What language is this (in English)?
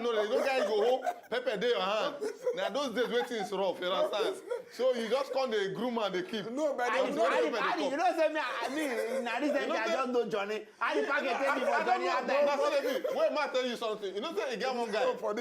Nigerian Pidgin